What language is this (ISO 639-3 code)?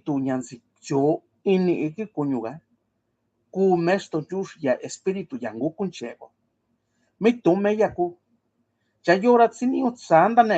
mix